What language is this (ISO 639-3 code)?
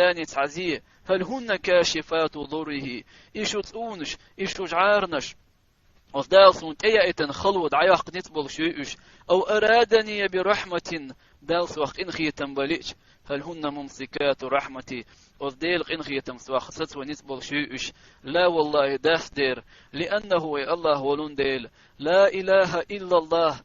che